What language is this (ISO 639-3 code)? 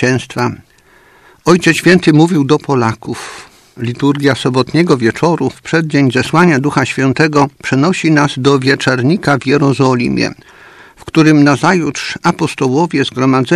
pol